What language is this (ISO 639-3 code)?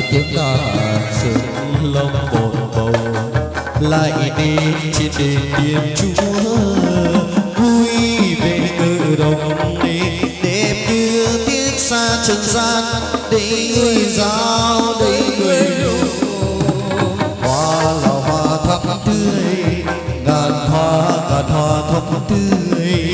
vie